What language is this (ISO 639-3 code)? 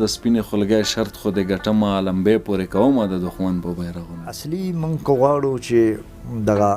pus